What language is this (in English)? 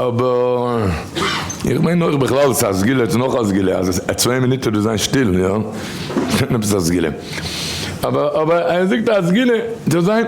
Yiddish